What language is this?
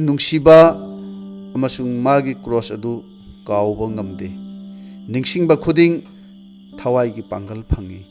Manipuri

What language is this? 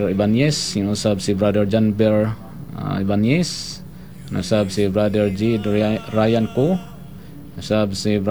Cebuano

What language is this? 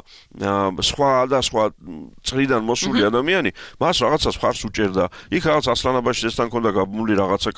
Georgian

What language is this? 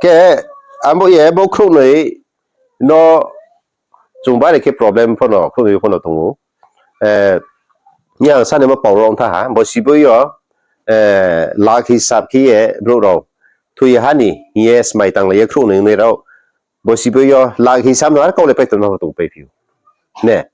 Riang (India)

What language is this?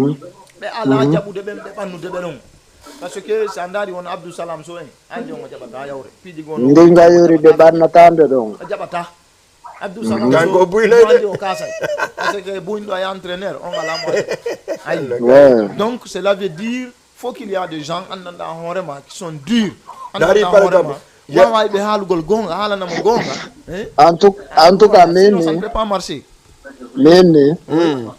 Fula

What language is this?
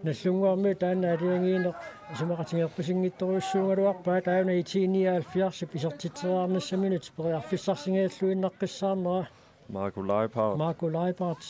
Kalaallisut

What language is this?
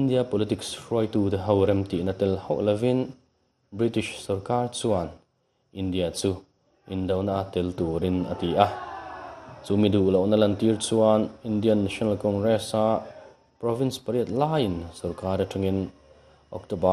Mizo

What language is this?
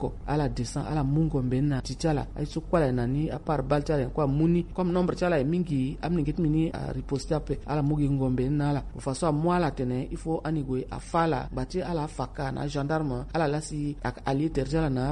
Sango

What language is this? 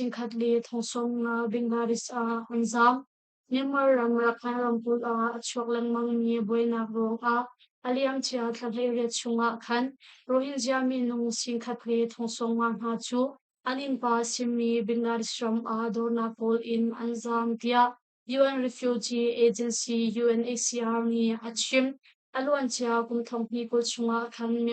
Hakha Chin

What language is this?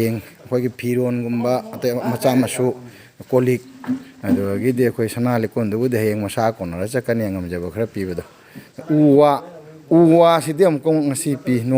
Manipuri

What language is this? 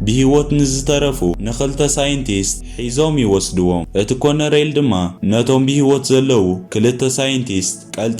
Tigrinya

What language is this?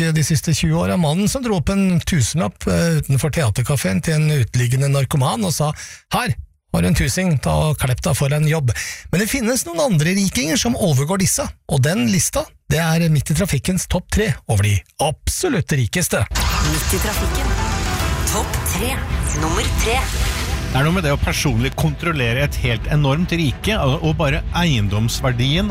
Norwegian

